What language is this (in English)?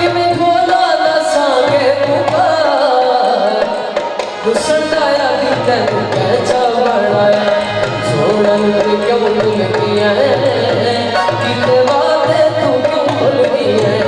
Saraiki